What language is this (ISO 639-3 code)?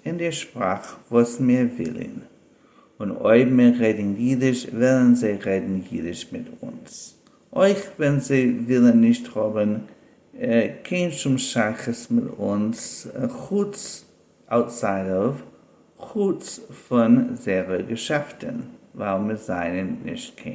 yid